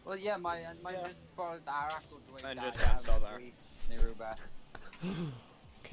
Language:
Welsh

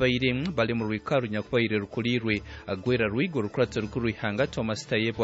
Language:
Nyankole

